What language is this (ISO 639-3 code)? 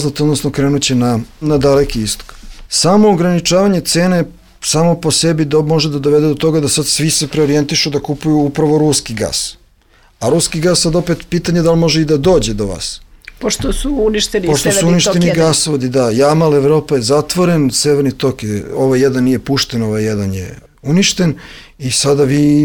srp